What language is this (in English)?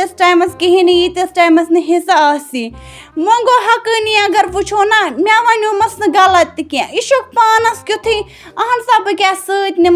Kashmiri